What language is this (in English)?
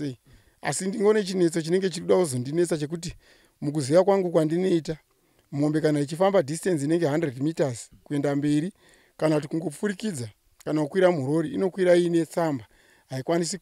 Shona